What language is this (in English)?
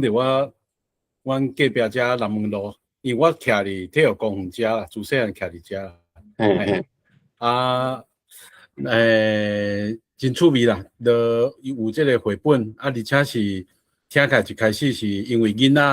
Min Nan Chinese